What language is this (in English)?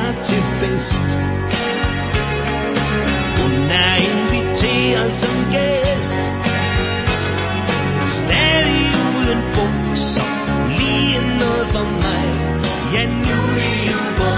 Danish